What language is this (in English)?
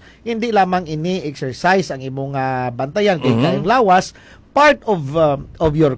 Hiligaynon